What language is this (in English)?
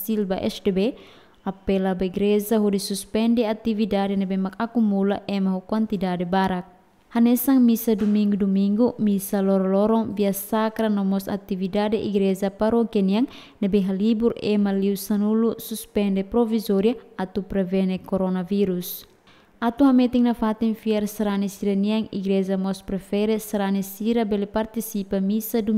Tetum